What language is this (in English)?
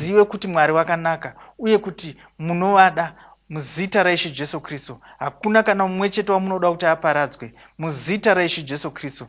Shona